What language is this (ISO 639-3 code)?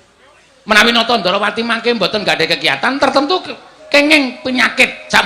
jav